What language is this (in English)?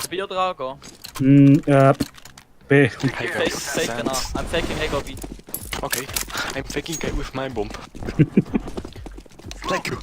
Swiss German